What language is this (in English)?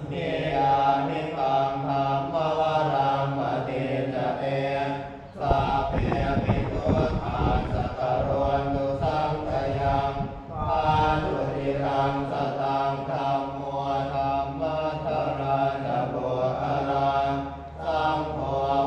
Pali